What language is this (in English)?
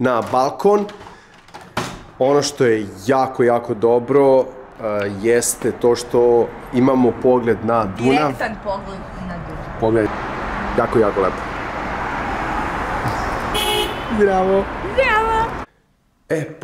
Serbian